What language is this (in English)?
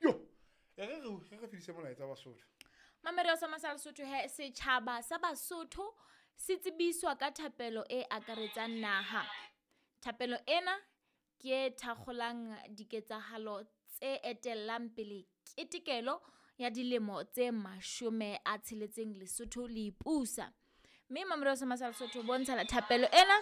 Southern Sotho